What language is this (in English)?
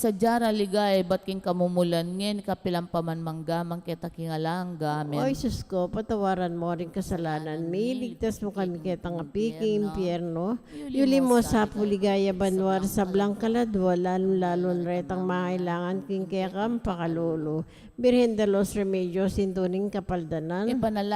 Pampanga